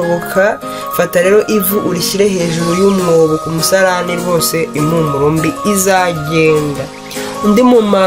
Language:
Kinyarwanda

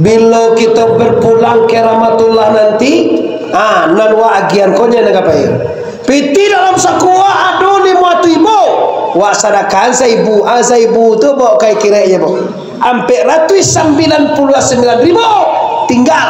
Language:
Minangkabau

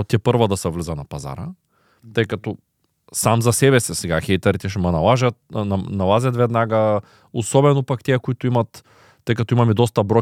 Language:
Bulgarian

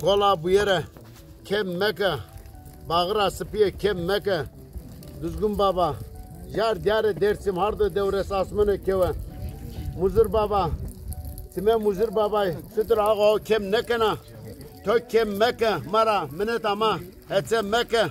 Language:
Zaza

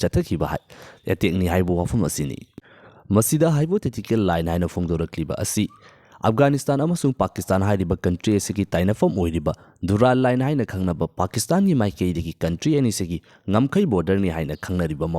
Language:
Manipuri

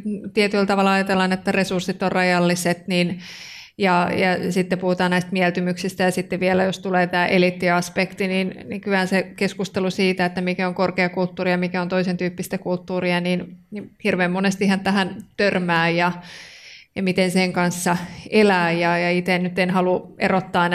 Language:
Finnish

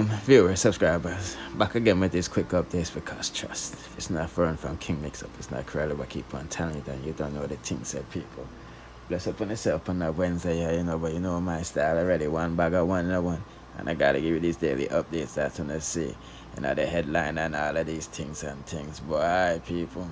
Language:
Jamaican Creole English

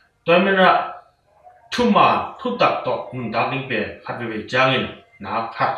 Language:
Tedim Chin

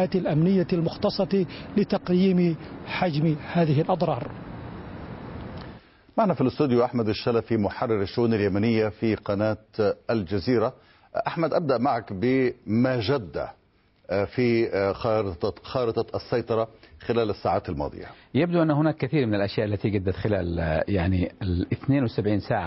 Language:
Arabic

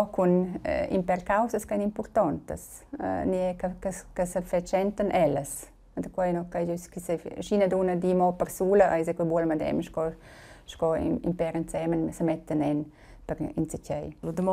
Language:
Romansh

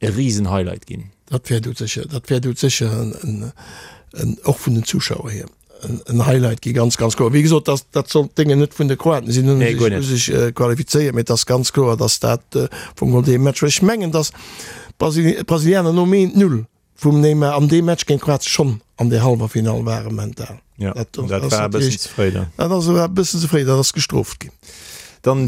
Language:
Luxembourgish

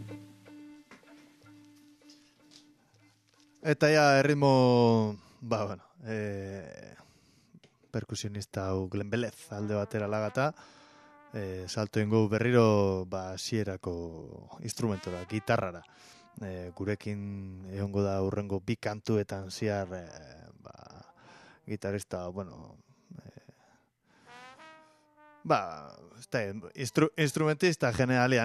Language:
Basque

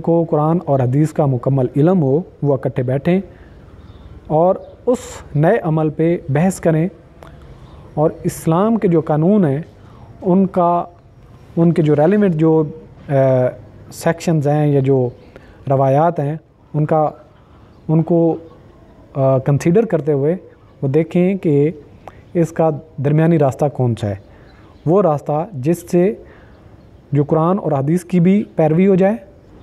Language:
Urdu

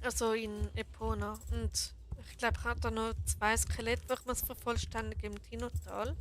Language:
Swiss German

